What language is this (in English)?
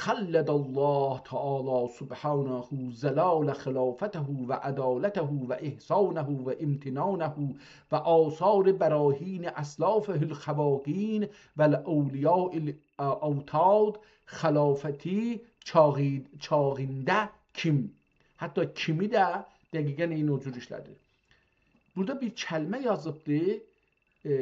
South Azerbaijani